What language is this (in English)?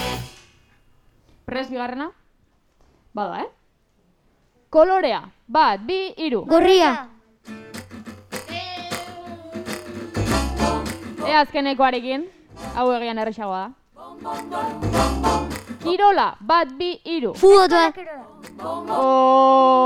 Basque